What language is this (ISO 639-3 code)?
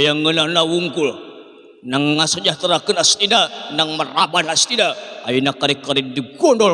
sun